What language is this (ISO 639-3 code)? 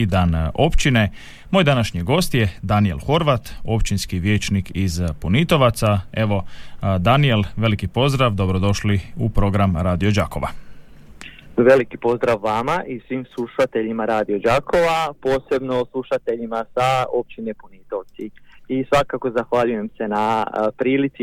hrv